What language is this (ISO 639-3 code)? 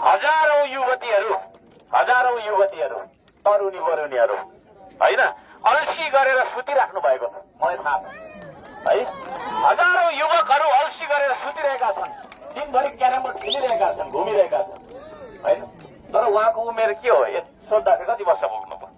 nep